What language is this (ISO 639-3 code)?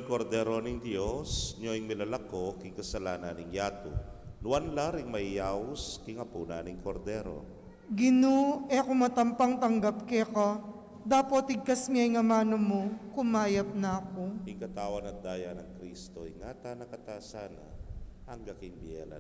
pam